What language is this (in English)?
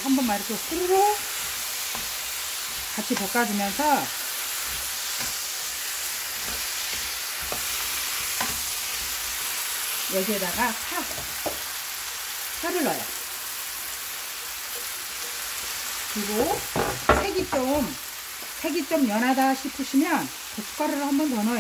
Korean